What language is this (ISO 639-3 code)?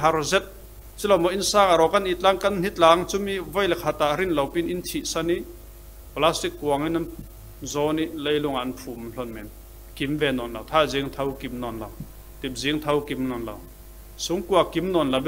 cfm